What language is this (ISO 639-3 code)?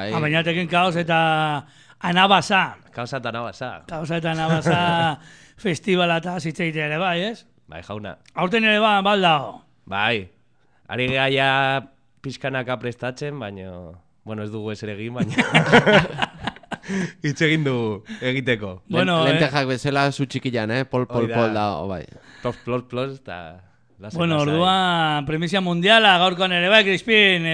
eus